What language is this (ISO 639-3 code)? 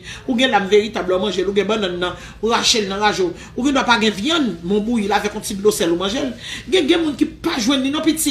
hat